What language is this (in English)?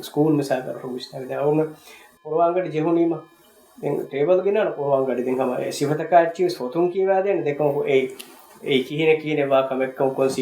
Divehi